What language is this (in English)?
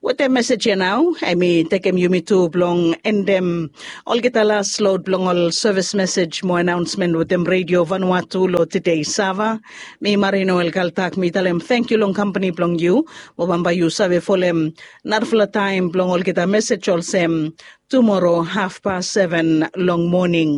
Bislama